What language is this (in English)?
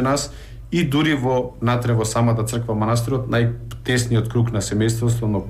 Macedonian